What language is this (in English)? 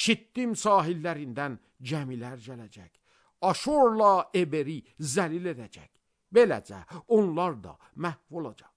Azerbaijani